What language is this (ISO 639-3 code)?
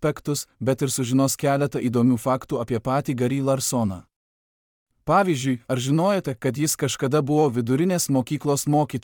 lit